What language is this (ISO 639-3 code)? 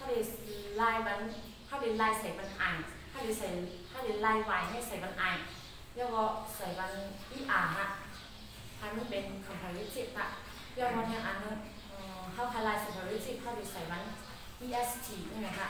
shn